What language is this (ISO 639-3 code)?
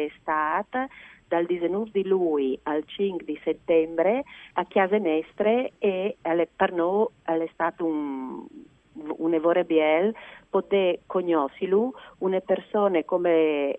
fur